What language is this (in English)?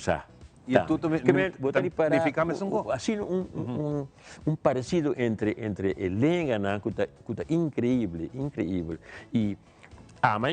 Papiamento